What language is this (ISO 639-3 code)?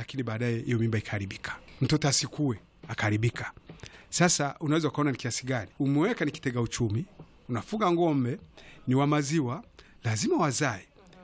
swa